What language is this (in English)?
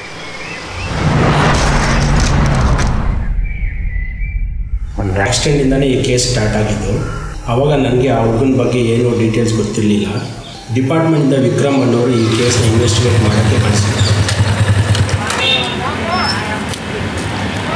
Kannada